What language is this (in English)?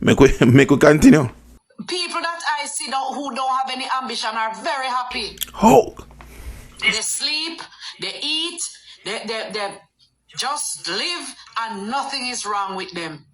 Jamaican Creole English